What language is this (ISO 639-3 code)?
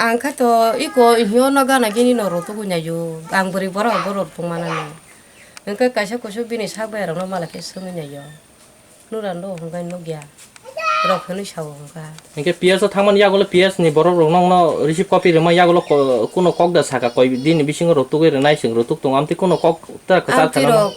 trp